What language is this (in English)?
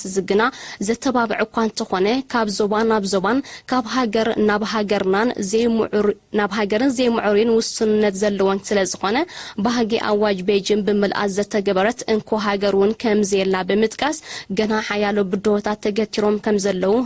Tigrinya